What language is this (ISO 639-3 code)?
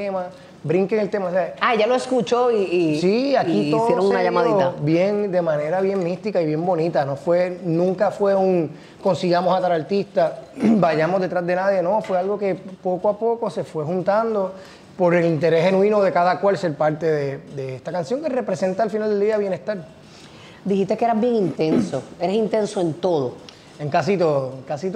spa